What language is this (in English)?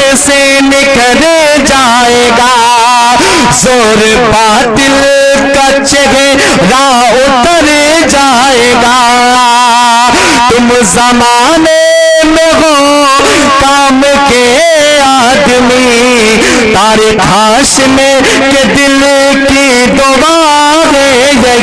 Urdu